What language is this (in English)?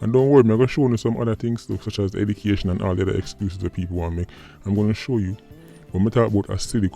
Jamaican Creole English